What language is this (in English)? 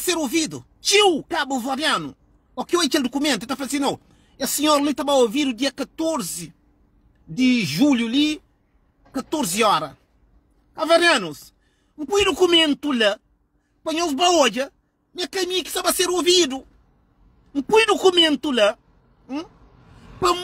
Kabuverdianu